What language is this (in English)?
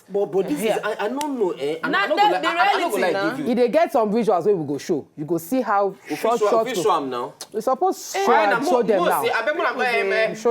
Nigerian Pidgin